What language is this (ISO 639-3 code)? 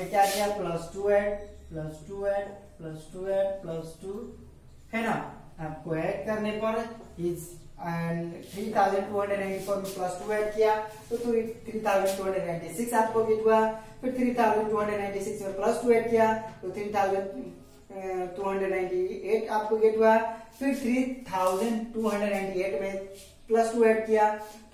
hin